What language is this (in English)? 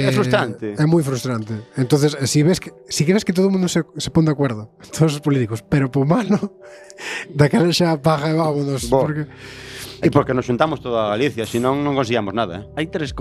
Galician